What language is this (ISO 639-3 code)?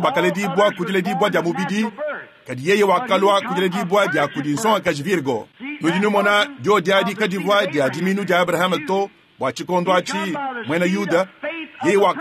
lua